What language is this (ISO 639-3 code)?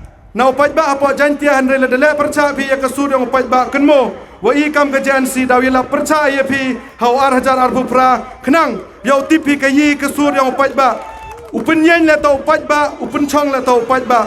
kha